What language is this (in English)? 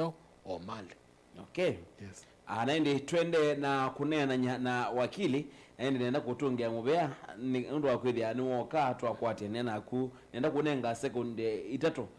Kamba